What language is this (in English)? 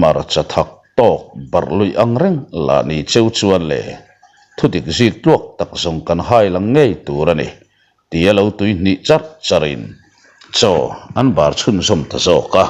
Mizo